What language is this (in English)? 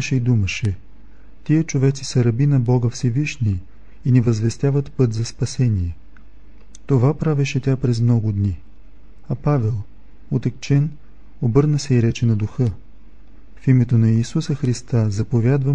Bulgarian